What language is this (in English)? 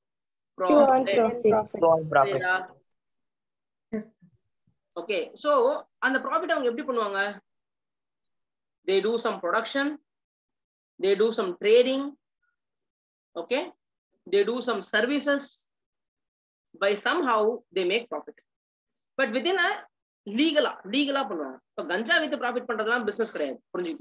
Tamil